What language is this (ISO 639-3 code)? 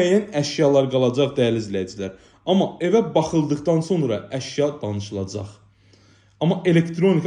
aze